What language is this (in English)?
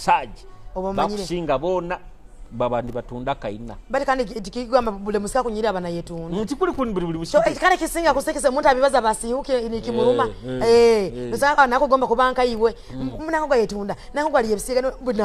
Nyoro